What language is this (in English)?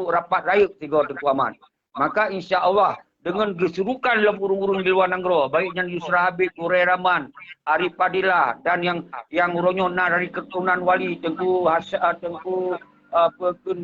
Achinese